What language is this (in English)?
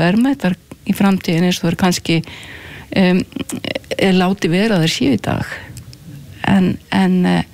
Icelandic